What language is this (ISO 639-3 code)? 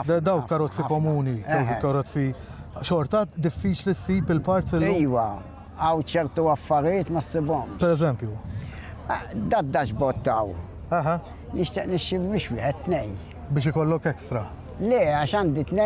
mlt